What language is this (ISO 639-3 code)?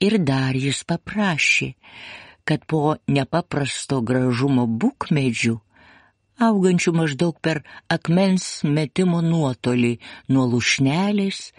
lit